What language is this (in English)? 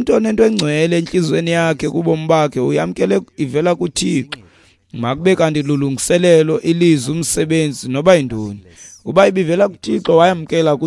Xhosa